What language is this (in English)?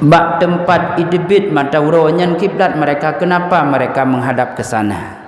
Achinese